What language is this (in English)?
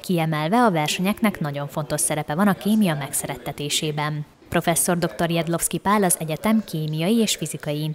Hungarian